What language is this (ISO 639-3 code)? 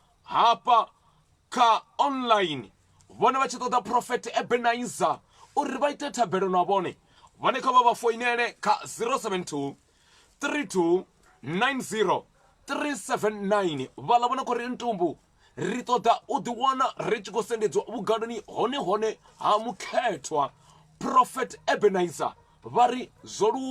ven